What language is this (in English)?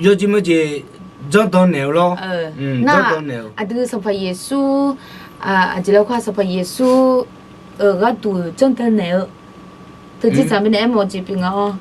Akha